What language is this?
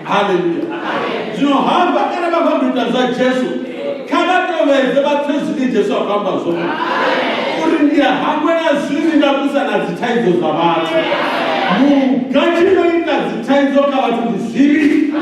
Venda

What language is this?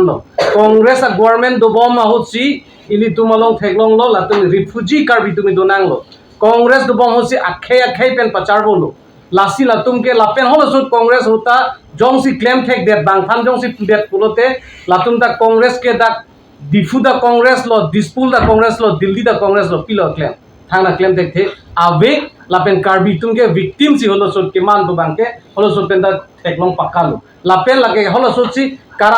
Karbi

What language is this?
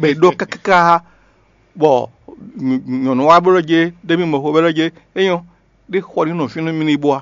Fon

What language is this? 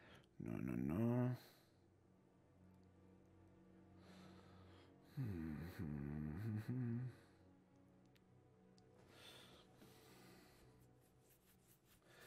Portuguese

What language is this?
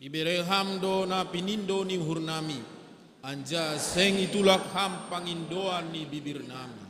Batak Simalungun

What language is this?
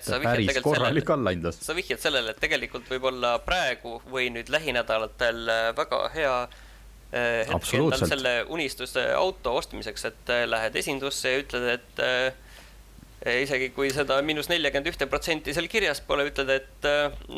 Estonian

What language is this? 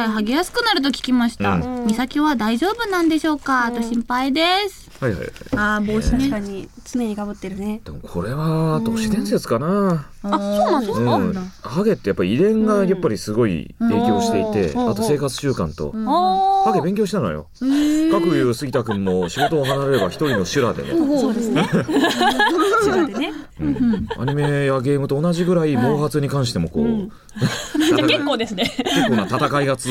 Japanese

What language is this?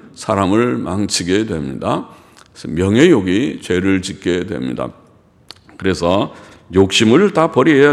Korean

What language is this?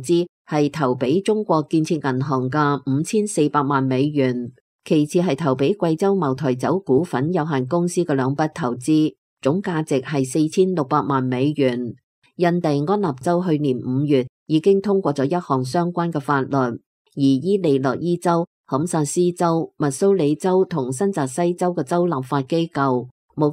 Cantonese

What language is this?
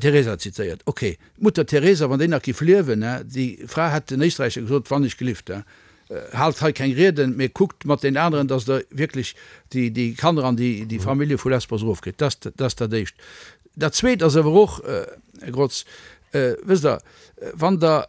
Luxembourgish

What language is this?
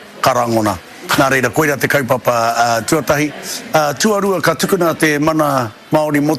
Māori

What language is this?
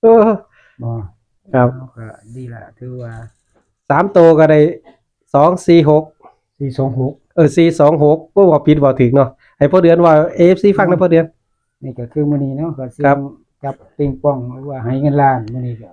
Northeastern Thai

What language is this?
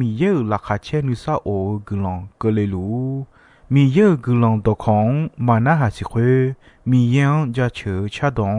Akha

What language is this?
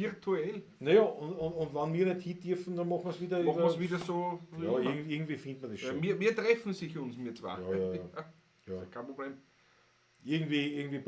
Bavarian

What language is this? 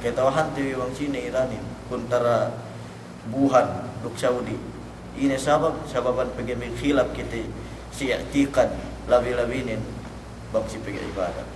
Yakan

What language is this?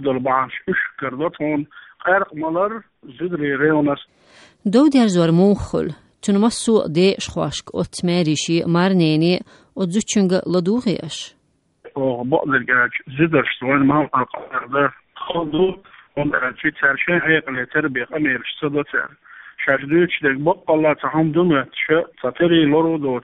Chechen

